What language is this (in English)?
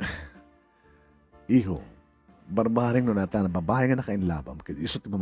Iloko